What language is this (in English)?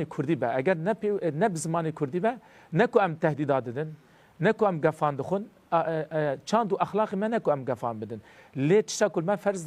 Kurdish